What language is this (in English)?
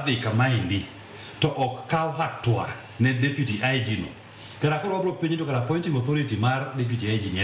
Luo (Kenya and Tanzania)